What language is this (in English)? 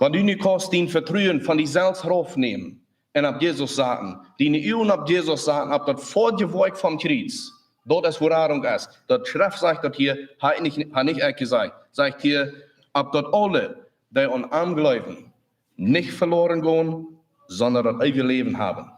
Plautdietsch